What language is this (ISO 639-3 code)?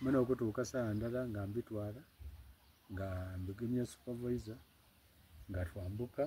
xog